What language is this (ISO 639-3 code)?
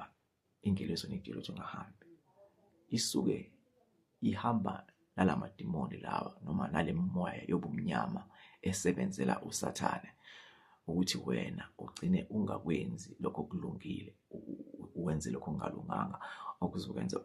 zul